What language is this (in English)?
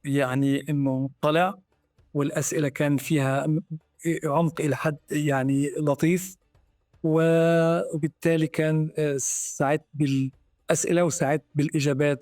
North Levantine Arabic